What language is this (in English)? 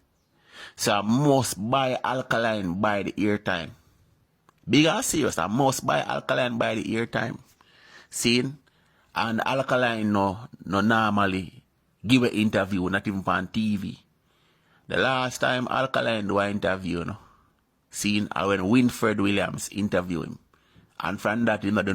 Jamaican Creole English